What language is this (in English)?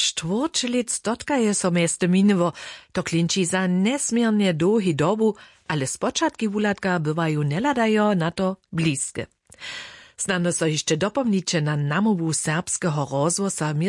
Upper Sorbian